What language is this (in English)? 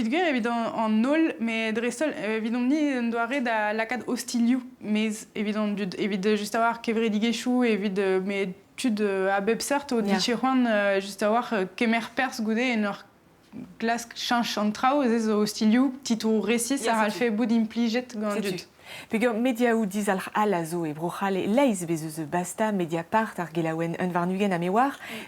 Breton